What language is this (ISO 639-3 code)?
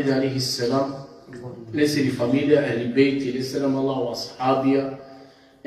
rmn